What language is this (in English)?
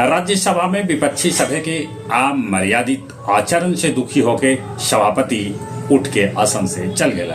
Magahi